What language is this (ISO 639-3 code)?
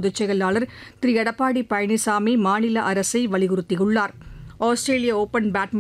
tam